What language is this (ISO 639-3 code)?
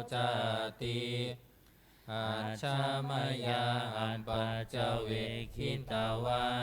pli